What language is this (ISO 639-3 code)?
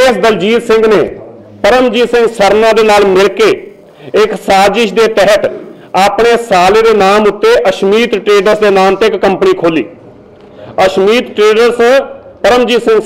pan